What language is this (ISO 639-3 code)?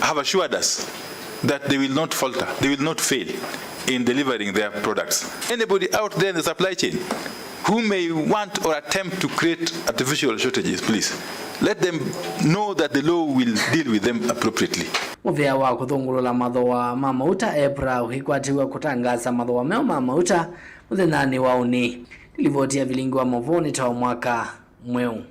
kam